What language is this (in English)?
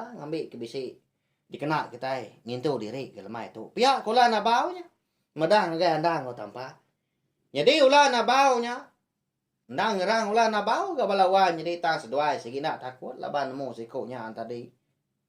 Iban